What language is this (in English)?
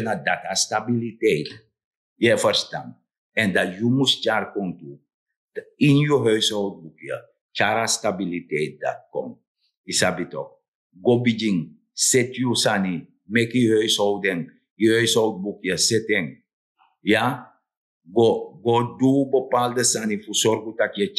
Sranan Tongo